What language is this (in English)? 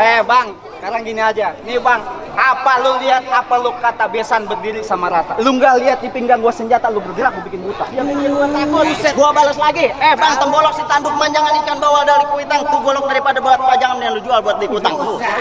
Betawi